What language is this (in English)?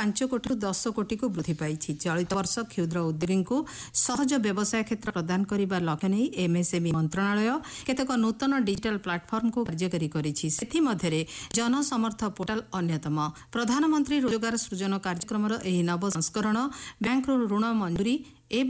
Odia